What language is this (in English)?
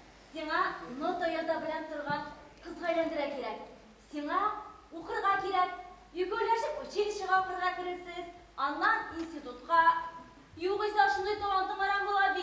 Tatar